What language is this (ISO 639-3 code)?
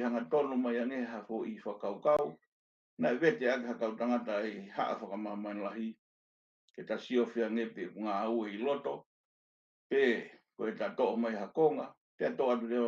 ton